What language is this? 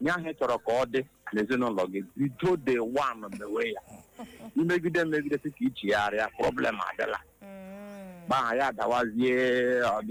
Igbo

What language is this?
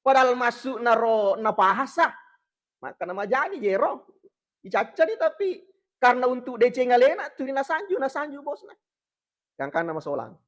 Buginese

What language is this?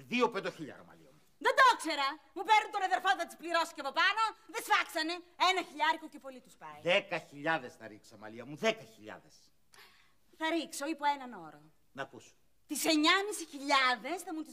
Greek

